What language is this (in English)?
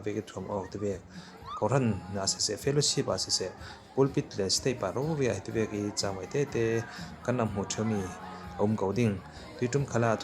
Falam Chin